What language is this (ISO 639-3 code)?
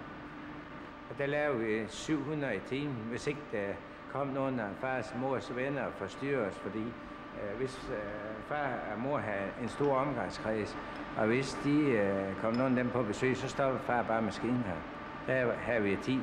dan